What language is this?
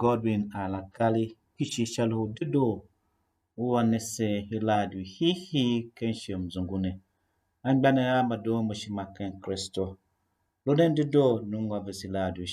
Tiv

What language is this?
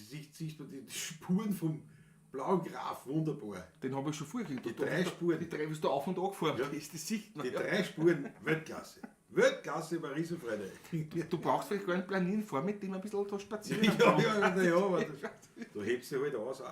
Bavarian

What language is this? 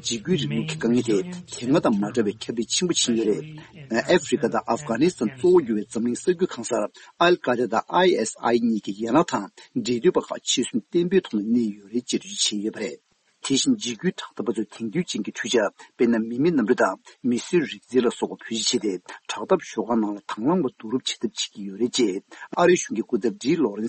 Tibetan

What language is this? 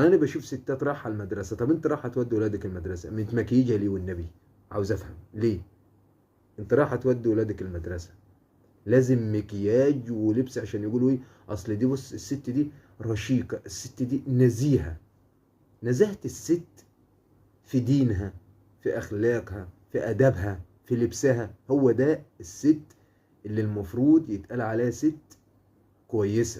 Egyptian Arabic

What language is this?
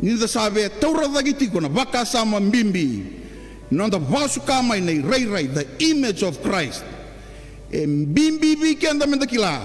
Fijian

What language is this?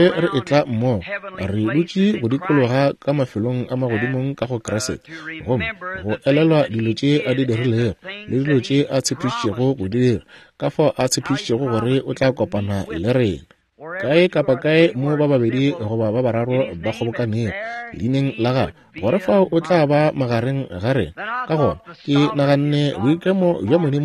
Northern Sotho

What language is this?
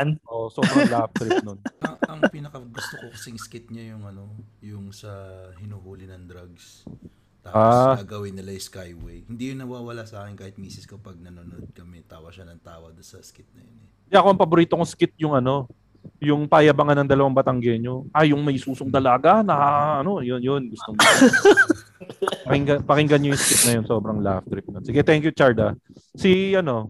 Filipino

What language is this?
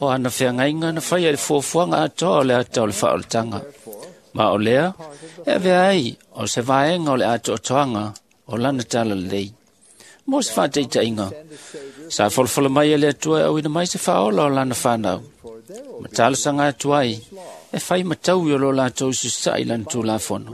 Samoan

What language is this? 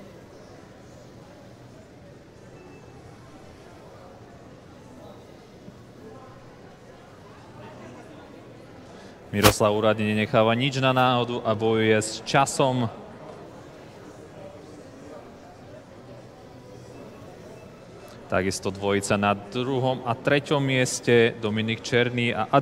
Slovak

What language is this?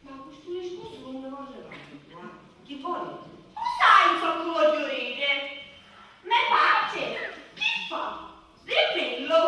Sicilian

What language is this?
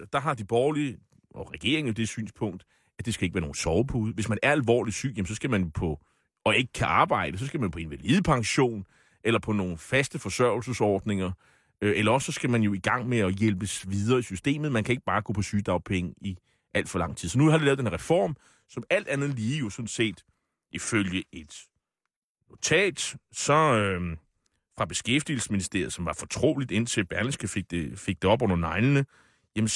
Danish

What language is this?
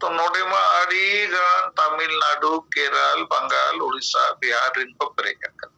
Santali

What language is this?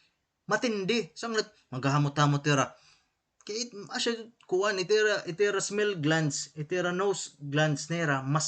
Waray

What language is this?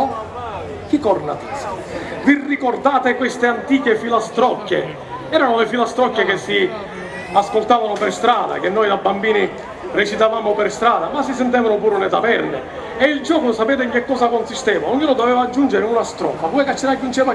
Sicilian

